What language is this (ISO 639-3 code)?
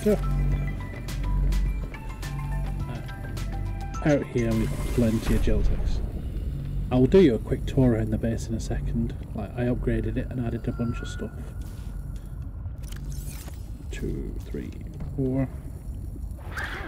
eng